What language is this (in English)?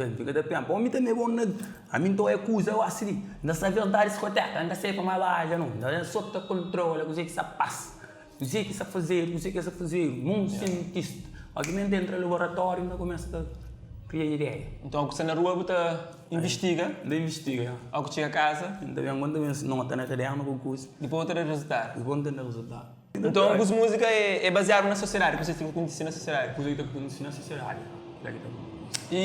Kabuverdianu